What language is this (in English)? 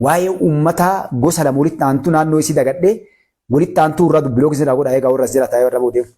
Oromo